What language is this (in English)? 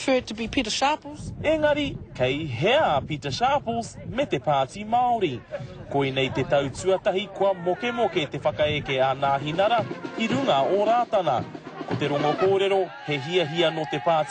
Māori